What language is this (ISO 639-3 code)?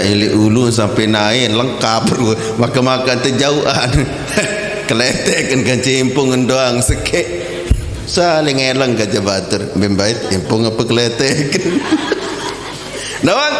sas